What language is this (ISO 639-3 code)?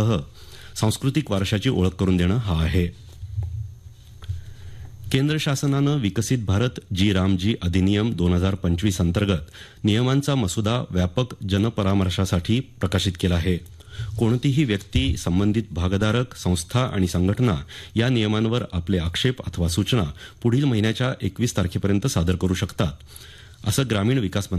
mar